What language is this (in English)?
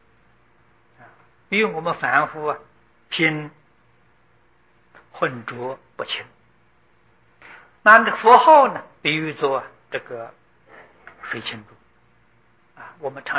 Chinese